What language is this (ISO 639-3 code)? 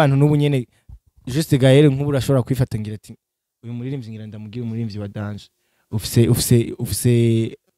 run